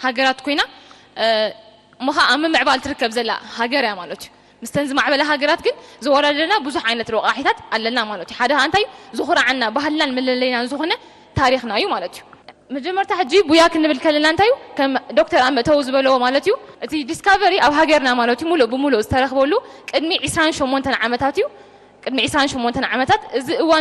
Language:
Tigrinya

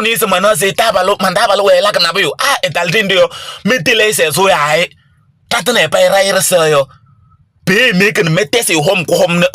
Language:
Kabiyè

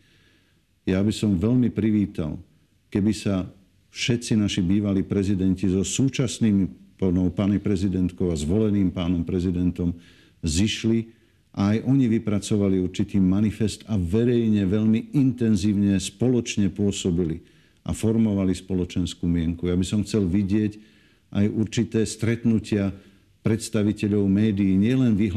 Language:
Slovak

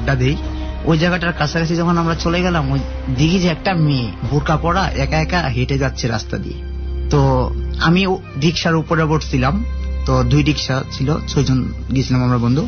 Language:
Bangla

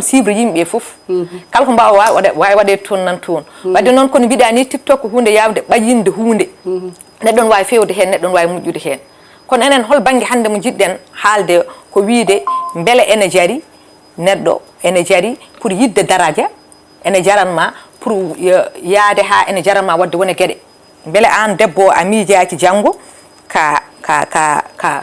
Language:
Fula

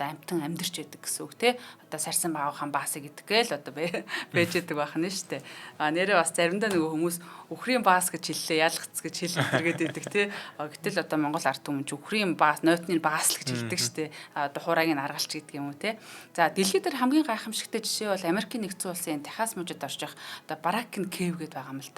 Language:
Mongolian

